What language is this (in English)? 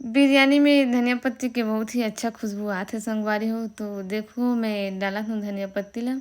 Chhattisgarhi